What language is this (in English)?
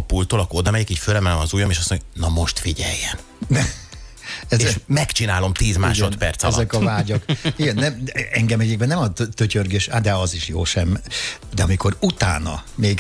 Hungarian